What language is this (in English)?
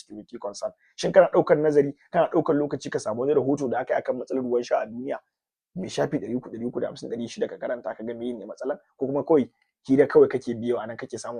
Hausa